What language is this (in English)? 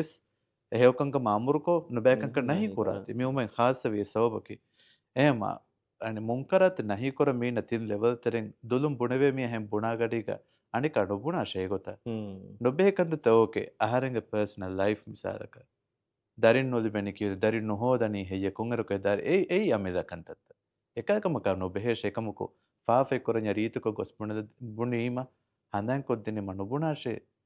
Divehi